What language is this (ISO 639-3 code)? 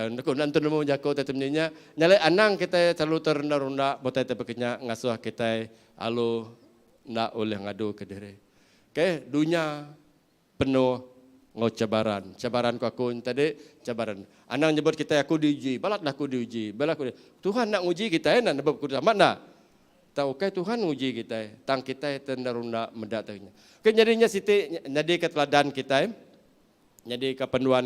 iba